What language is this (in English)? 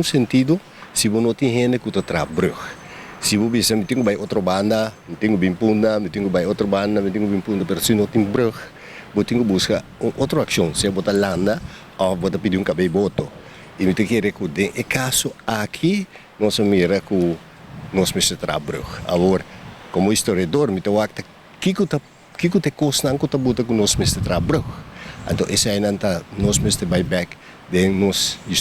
Papiamento